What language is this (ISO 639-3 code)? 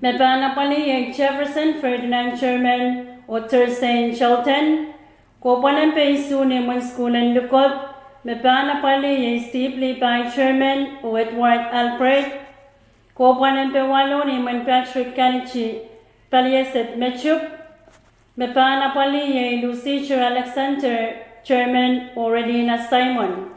pon